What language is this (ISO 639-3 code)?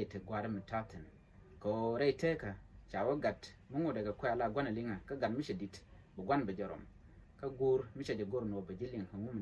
nus